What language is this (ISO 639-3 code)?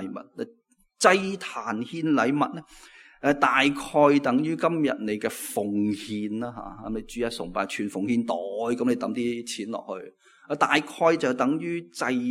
yue